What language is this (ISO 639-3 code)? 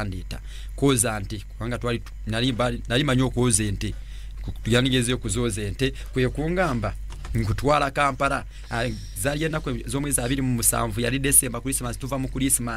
lug